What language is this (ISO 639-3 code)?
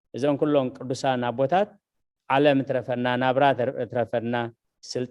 tir